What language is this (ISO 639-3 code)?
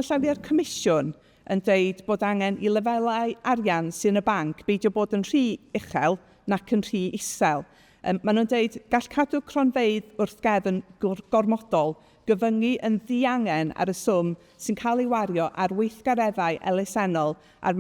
cym